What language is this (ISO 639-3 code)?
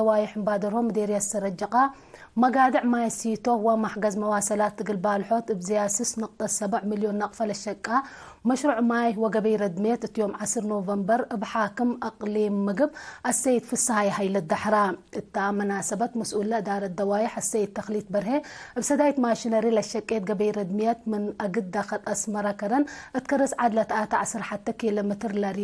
tig